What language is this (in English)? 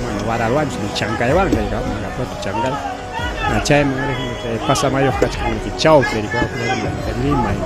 Ayacucho Quechua